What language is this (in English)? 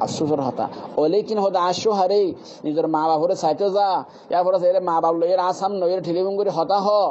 Rohingya